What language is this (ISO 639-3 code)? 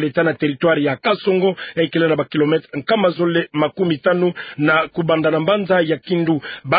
ktu